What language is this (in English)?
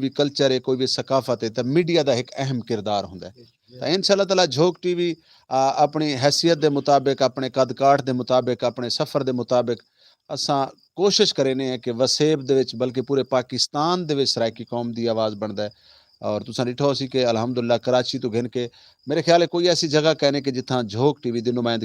Saraiki